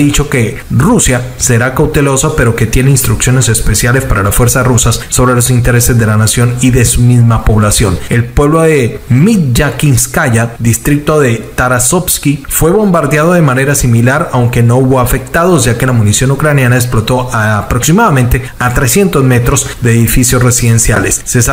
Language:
Spanish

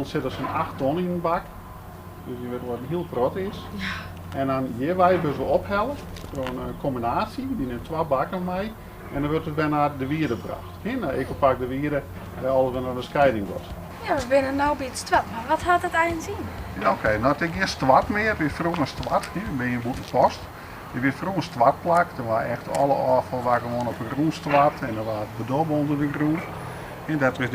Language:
Western Frisian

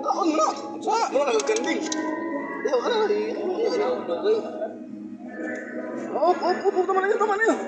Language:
Cebuano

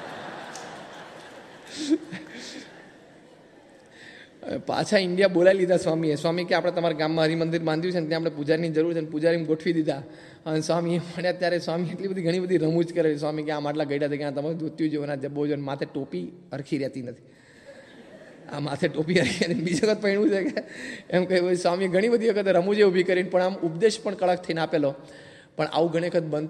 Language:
Gujarati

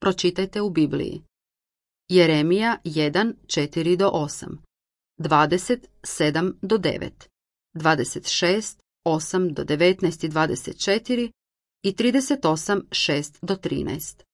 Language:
Serbian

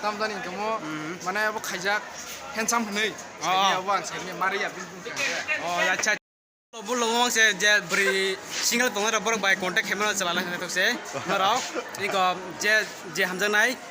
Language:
Riang (India)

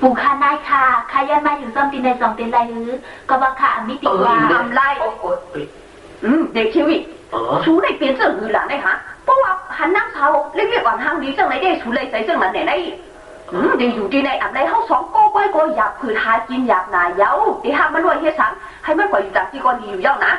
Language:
Shan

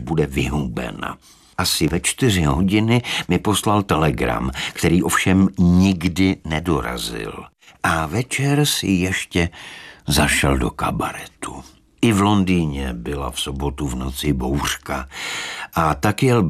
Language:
Czech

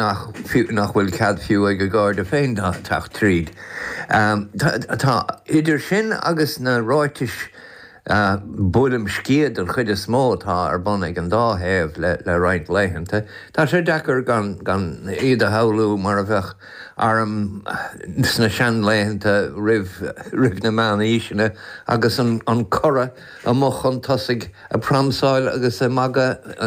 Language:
Irish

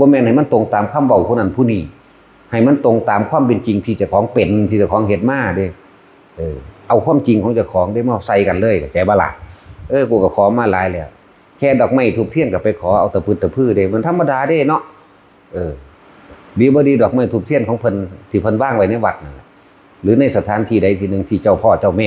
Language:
Lao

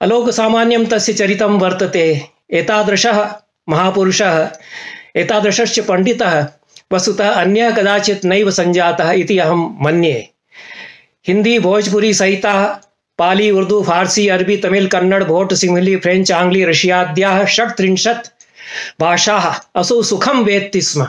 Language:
Sanskrit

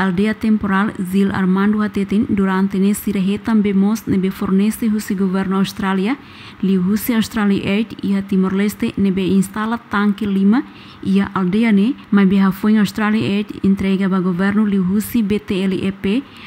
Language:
Tetum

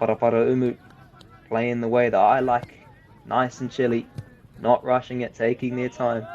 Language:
Māori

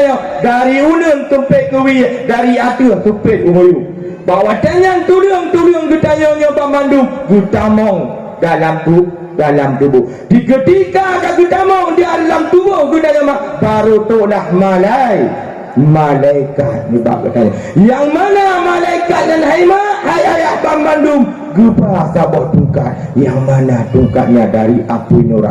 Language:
Achinese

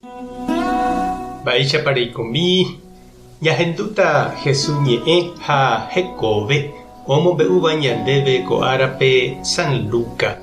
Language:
Guarani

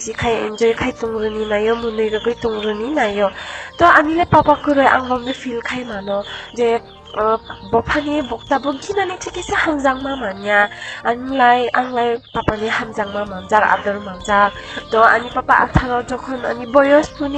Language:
Kok Borok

